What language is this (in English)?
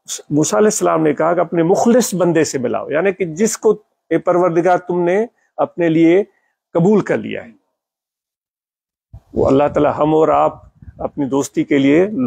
Urdu